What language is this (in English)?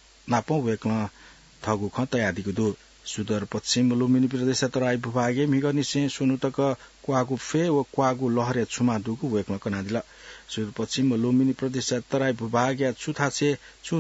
Newari